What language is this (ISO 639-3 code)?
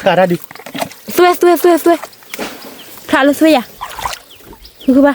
ksw